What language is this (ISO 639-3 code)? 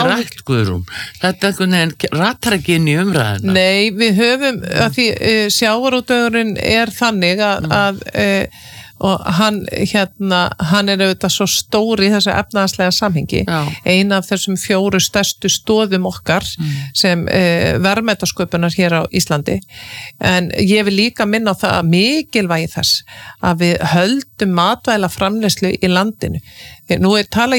isl